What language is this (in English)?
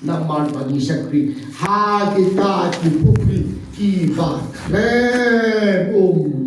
Khasi